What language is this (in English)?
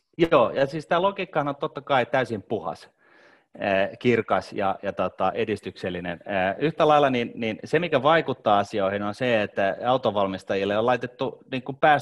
Finnish